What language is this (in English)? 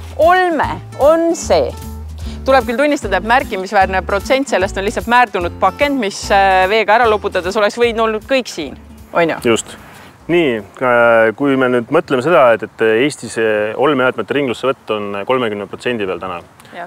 Estonian